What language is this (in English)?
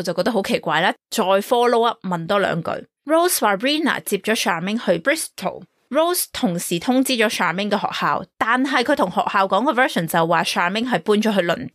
Cantonese